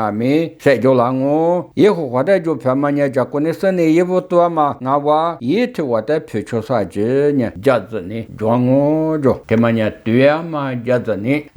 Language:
Lisu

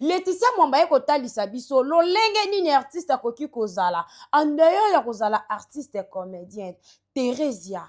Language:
Lingala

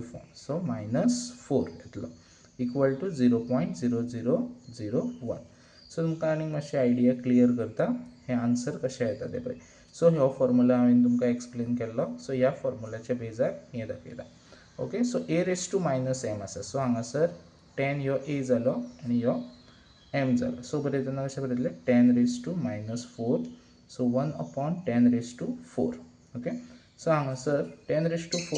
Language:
Konkani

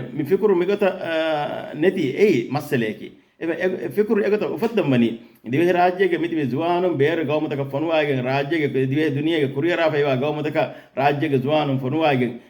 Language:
Divehi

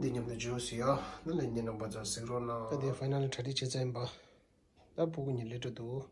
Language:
Tibetan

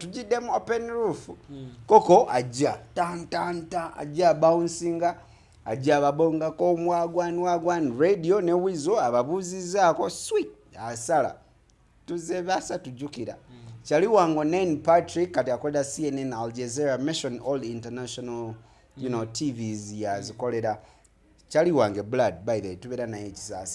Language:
Ganda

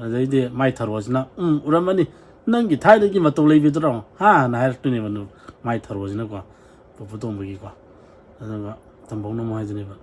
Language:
Manipuri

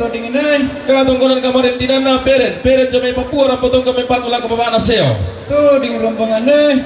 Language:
Toraja-Sa'dan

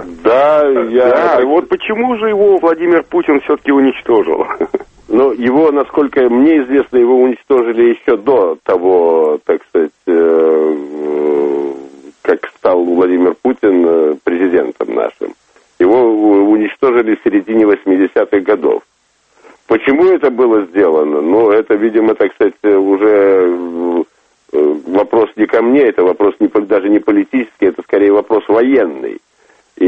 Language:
Russian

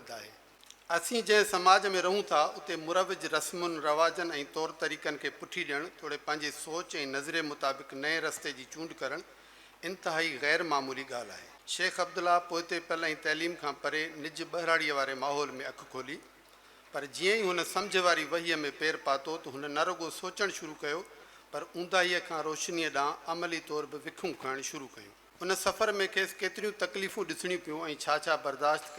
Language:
Sindhi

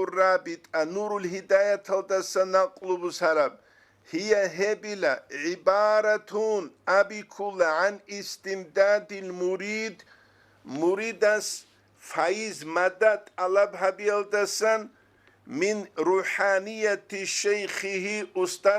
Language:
Avaric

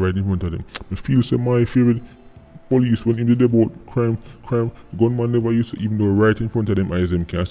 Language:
Jamaican Creole English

